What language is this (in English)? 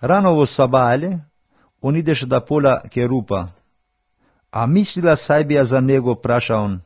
Macedonian